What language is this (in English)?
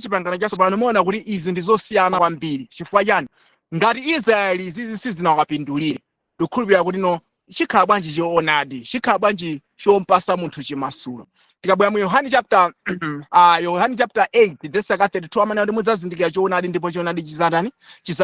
Nyanja